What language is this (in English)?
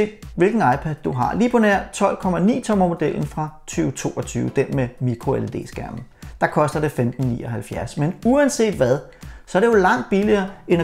Danish